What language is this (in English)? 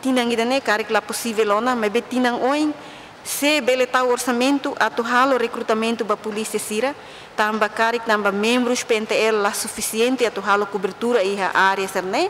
Tetum